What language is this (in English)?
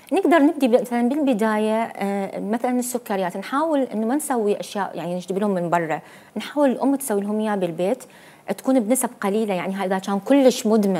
Mesopotamian Arabic